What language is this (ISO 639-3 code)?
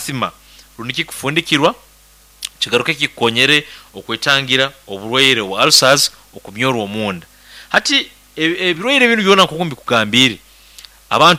nyo